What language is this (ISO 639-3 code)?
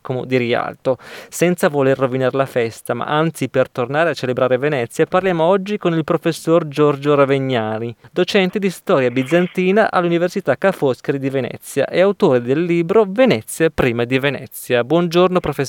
ita